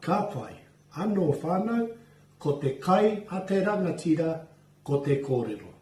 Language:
Māori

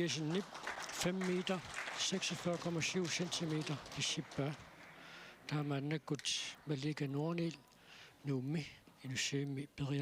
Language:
Kalaallisut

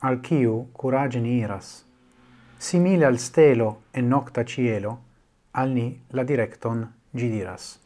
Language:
Esperanto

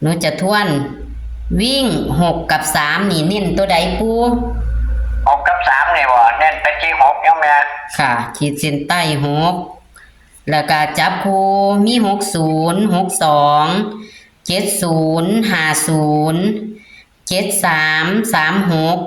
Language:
Northeastern Thai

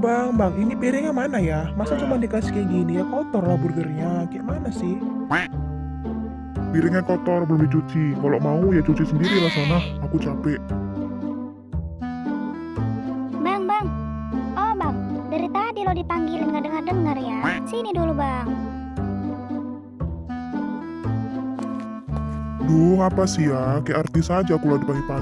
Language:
Indonesian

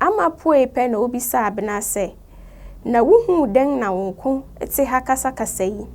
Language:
Akan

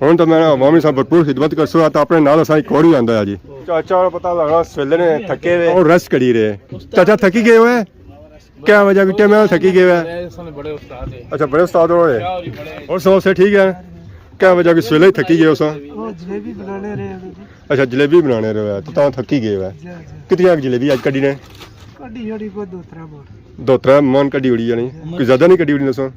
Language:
Pahari-Potwari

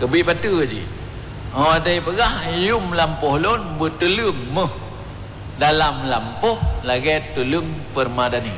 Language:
Achinese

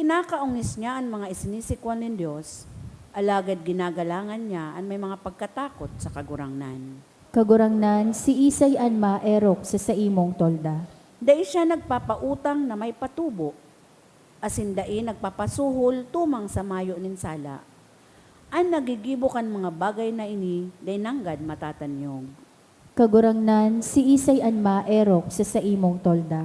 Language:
Bikol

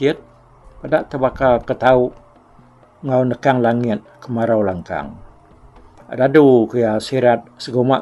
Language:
Iban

